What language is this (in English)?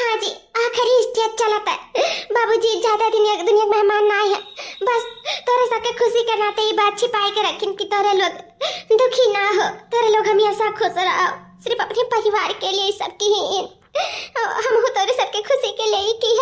Awadhi